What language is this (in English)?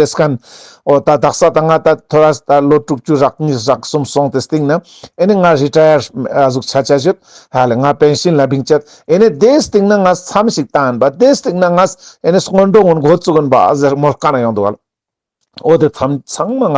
Ladakhi